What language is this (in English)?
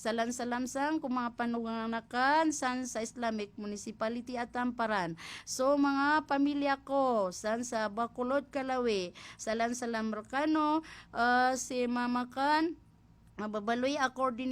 Maranao